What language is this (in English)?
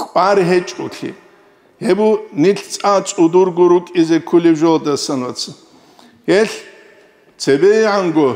Avaric